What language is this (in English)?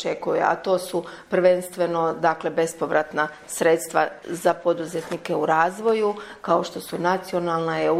Croatian